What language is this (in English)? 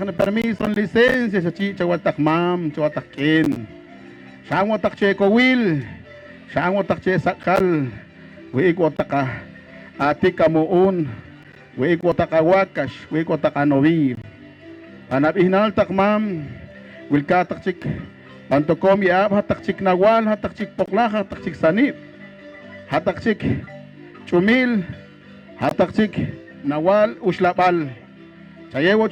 Poqomchi'